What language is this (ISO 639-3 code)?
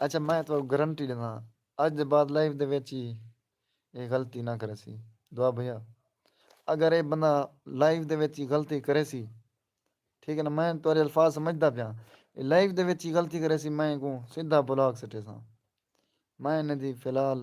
skr